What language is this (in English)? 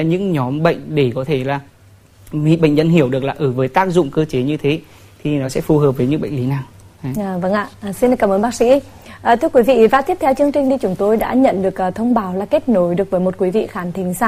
Vietnamese